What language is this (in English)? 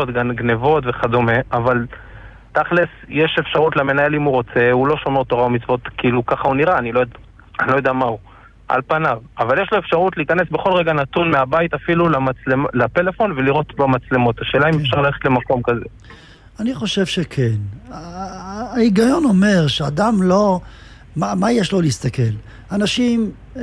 Hebrew